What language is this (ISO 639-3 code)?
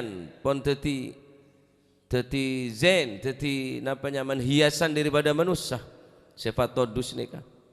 mad